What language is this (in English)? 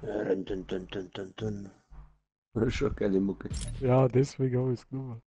Bavarian